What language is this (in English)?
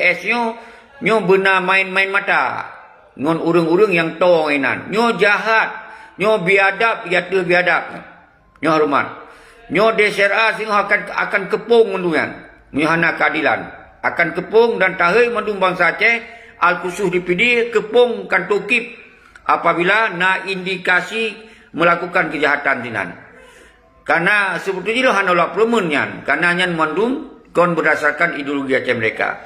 Achinese